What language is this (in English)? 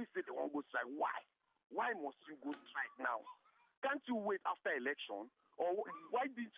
Nigerian Pidgin